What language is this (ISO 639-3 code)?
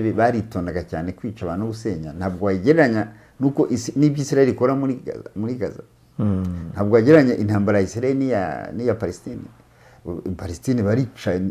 kin